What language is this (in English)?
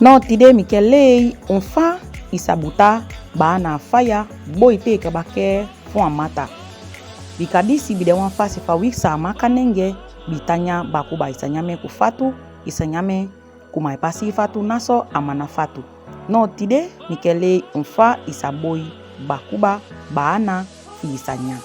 Saramaccan